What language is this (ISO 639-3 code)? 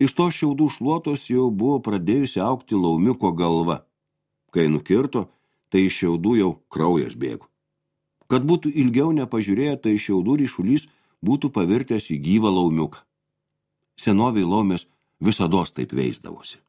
lit